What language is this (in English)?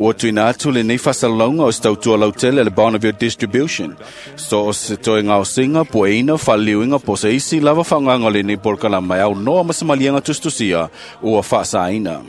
Samoan